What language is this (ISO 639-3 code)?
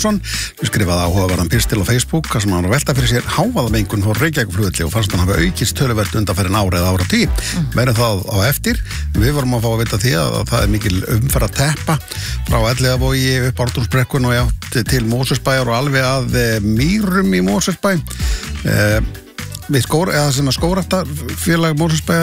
isl